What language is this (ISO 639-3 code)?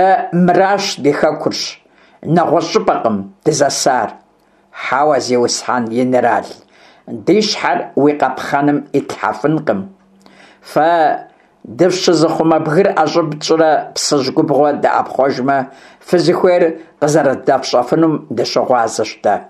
kbd